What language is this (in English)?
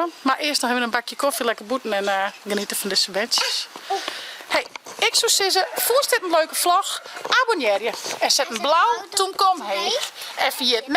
Western Frisian